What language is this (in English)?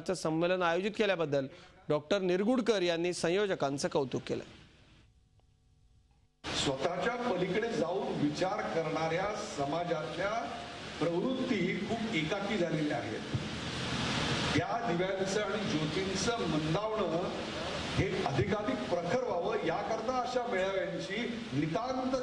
Marathi